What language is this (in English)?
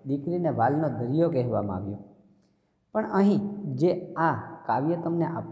Gujarati